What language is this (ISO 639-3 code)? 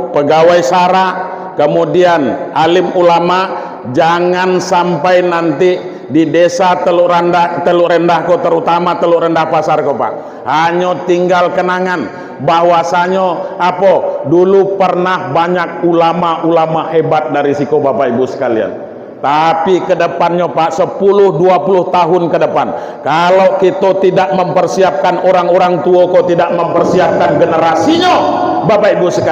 min